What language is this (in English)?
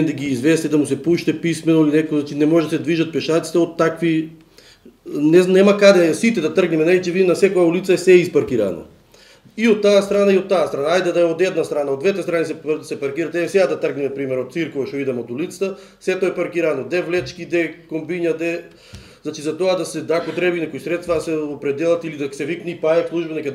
Macedonian